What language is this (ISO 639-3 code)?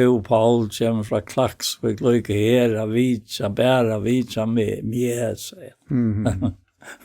fao